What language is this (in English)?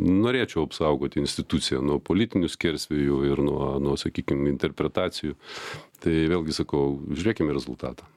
Lithuanian